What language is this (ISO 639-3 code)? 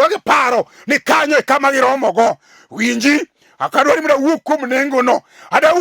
luo